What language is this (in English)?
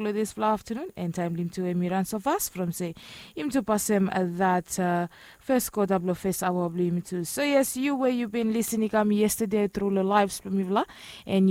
Bislama